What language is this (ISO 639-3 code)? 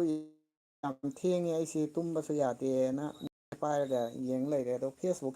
mni